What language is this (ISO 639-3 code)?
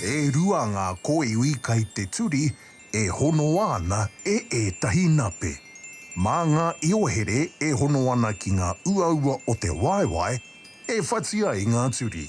mri